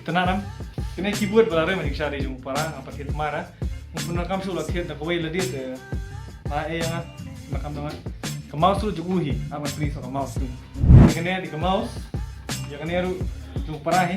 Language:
Khasi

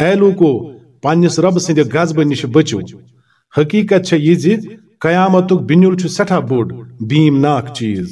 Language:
Kashmiri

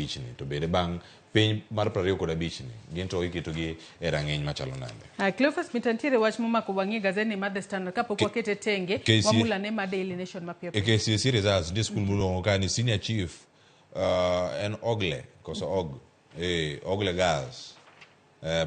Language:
Luo (Kenya and Tanzania)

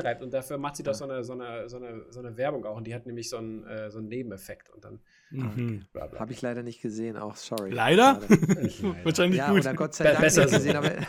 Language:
German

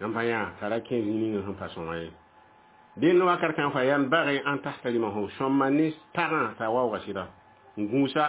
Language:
Mossi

